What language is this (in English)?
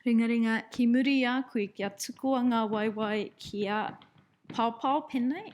Māori